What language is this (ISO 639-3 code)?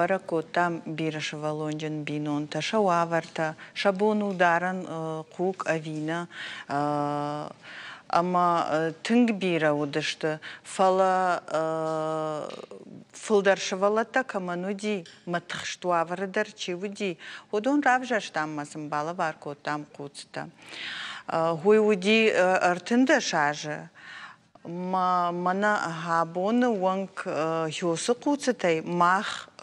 oss